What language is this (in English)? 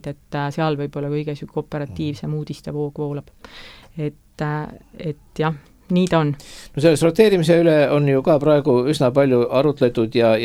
Estonian